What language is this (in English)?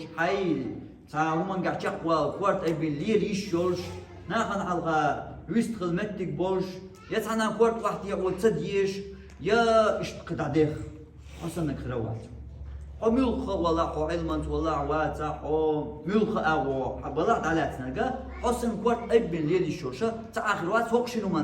Chechen